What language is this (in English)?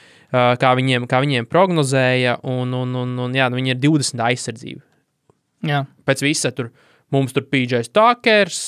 Latvian